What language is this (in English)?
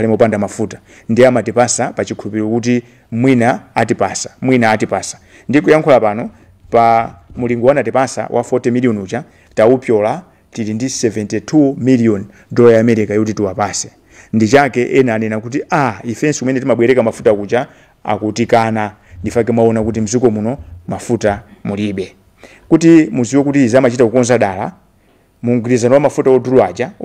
Nyanja